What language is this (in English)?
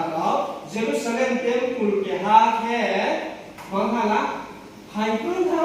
Riang (India)